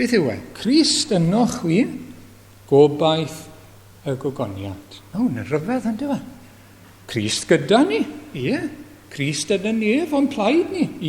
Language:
Welsh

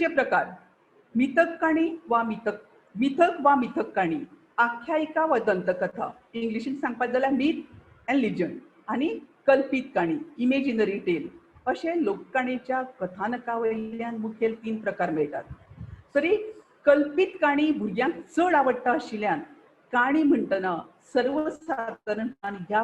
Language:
Konkani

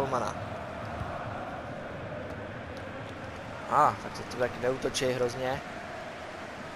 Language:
Czech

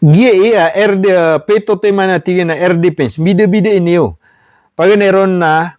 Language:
Maranao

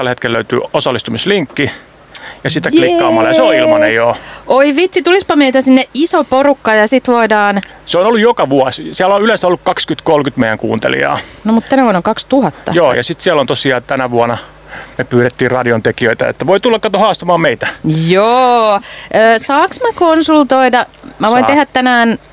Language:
Finnish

